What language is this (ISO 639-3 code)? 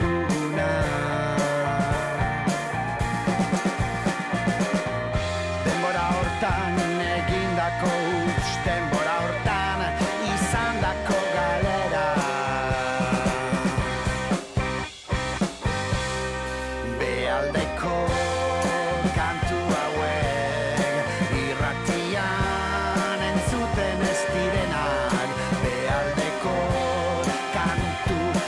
eus